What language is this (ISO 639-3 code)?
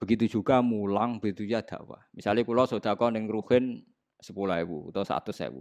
jav